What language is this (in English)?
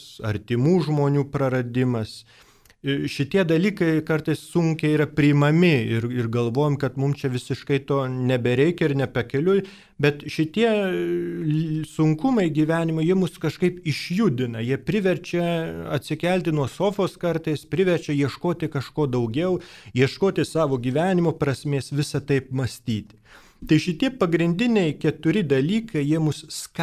Lithuanian